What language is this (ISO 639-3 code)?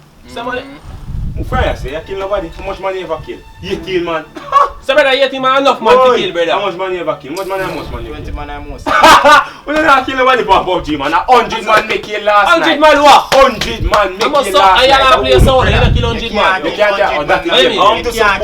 jam